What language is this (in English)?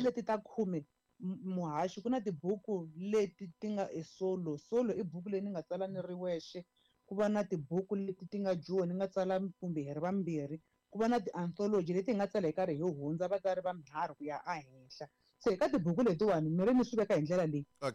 Tsonga